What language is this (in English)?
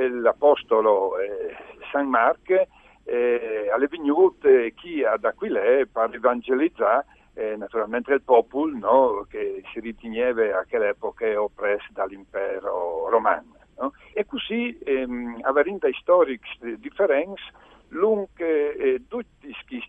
Friulian